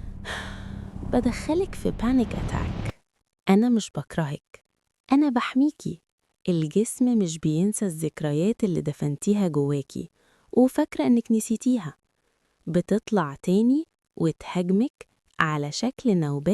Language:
Egyptian Arabic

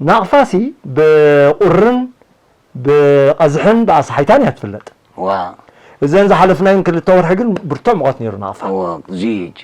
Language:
Tigrinya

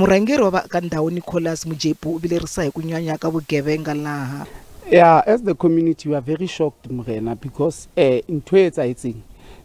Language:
Tsonga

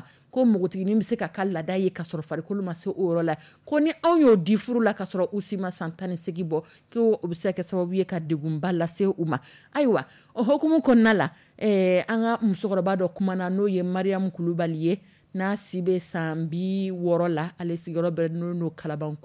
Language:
Dyula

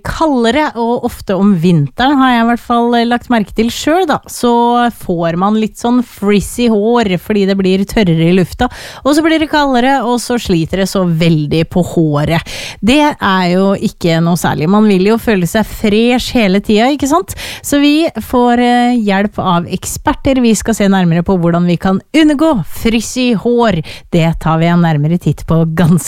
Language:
Norwegian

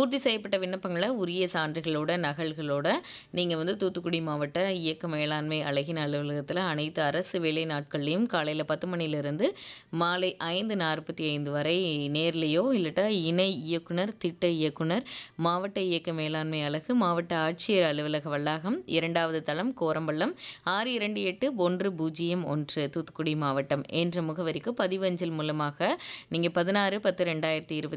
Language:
Tamil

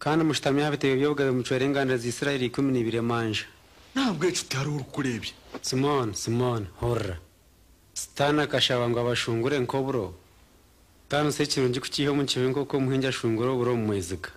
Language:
Nyankole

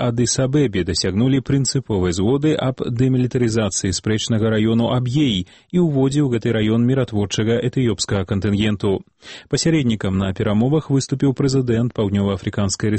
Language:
Belarusian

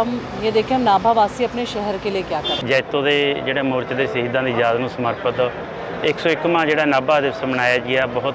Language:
Punjabi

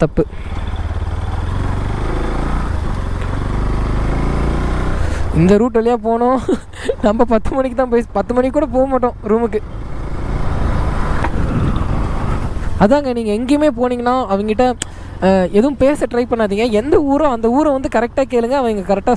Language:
Tamil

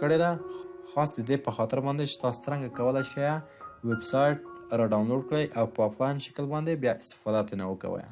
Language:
Pashto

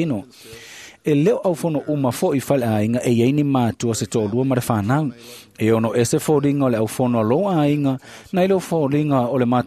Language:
Samoan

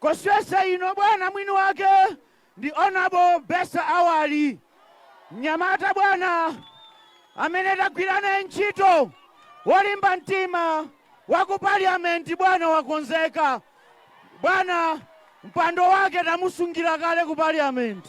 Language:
Nyanja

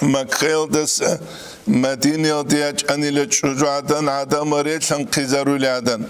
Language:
Avaric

